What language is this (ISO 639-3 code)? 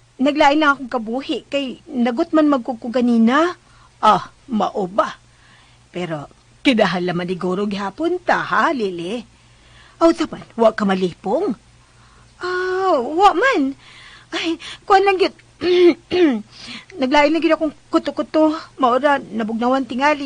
ceb